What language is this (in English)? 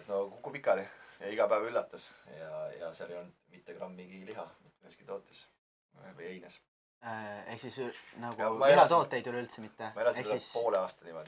Estonian